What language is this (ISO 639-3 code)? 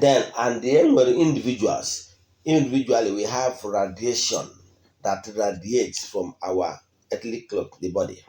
ibo